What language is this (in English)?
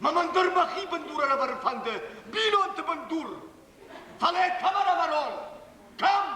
Ossetic